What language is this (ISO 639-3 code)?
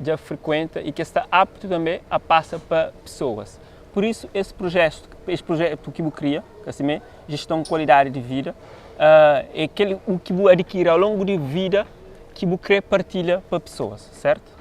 kea